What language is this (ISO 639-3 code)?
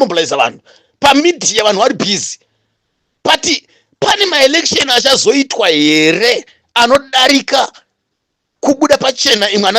sna